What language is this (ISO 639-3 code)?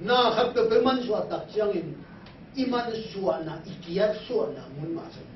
ctd